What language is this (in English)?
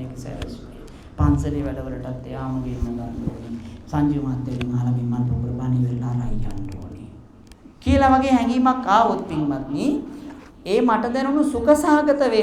Sinhala